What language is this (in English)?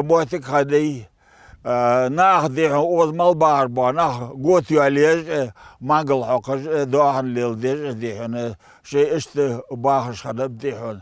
Ingush